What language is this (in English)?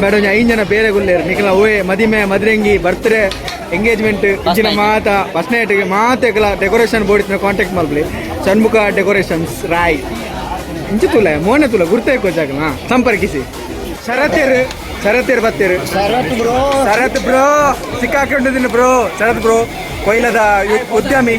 Tulu